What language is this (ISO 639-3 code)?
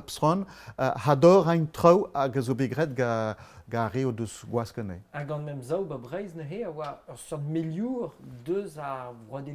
bre